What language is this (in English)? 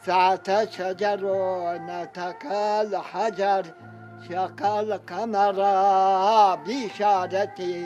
Zaza